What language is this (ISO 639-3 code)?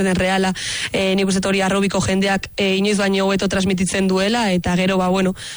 eus